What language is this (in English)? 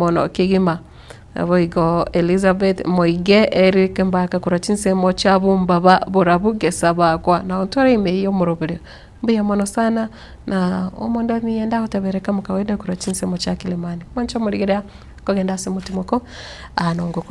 Gusii